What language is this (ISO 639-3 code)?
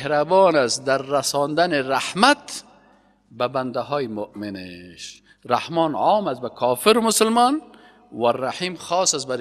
fas